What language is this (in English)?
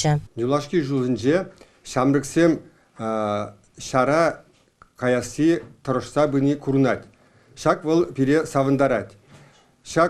Chuvash